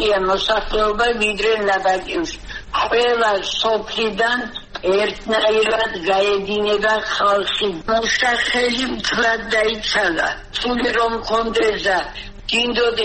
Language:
Georgian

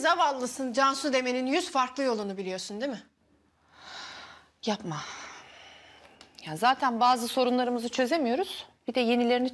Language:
Turkish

